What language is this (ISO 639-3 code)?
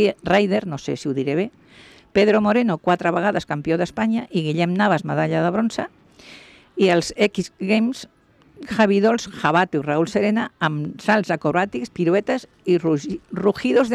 cat